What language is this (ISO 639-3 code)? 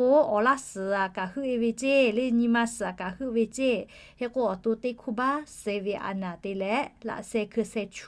lhu